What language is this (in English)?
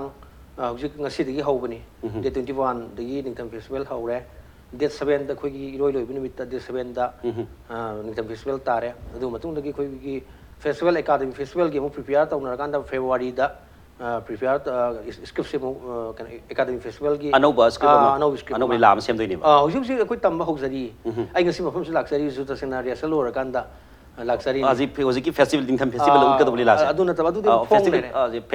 Manipuri